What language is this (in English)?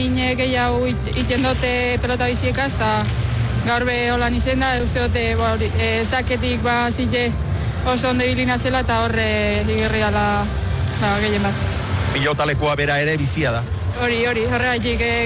Basque